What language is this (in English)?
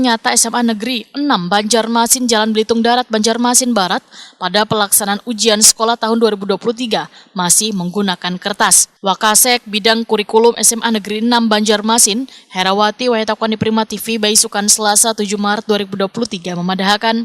Banjar